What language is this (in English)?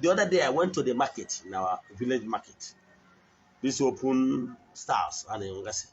Igbo